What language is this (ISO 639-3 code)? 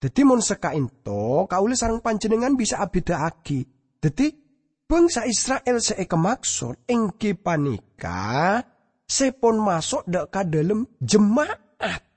mad